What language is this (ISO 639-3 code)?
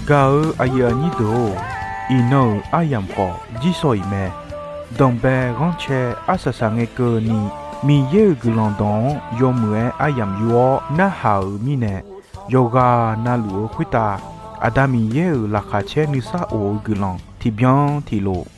ahk